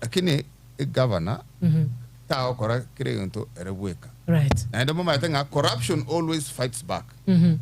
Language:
Gusii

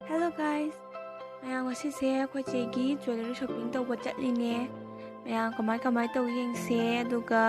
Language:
Manipuri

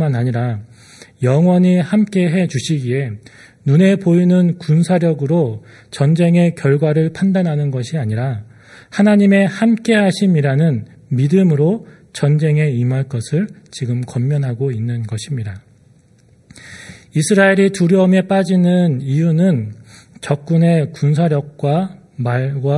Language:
Korean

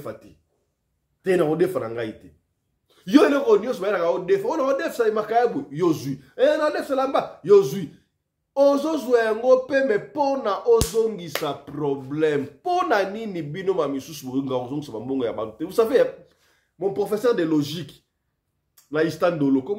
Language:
Lingala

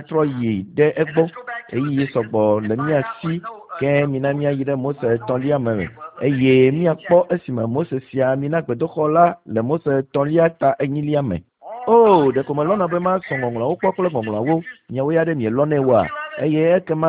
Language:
Ewe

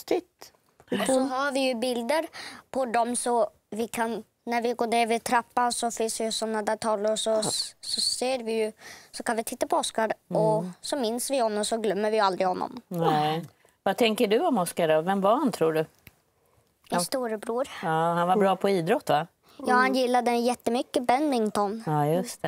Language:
Swedish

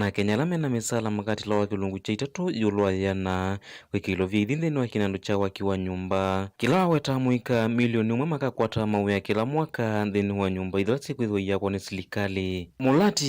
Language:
Kamba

